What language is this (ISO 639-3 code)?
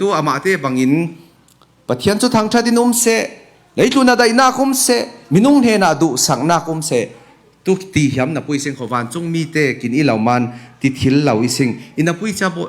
cfm